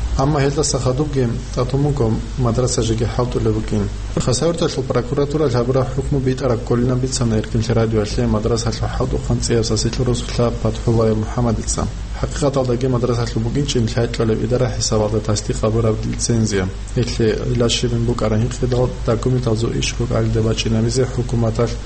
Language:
Avaric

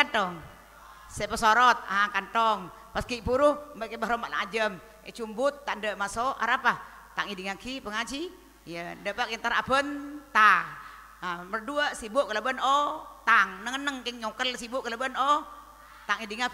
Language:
Madurese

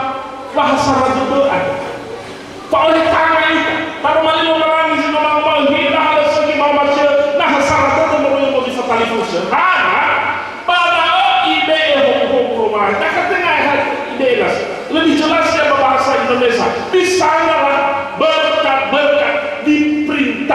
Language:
Nias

